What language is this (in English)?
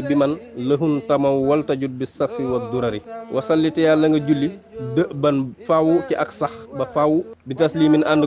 Wolof